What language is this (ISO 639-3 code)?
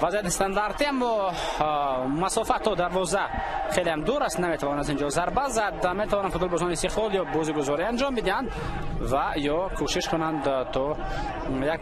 tgk